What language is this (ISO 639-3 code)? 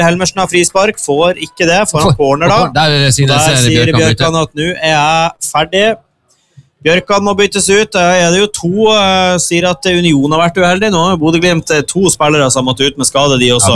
nor